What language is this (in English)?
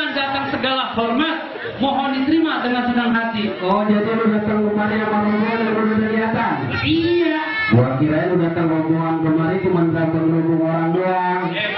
Betawi